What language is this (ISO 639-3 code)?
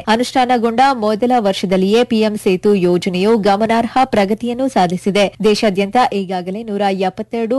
kan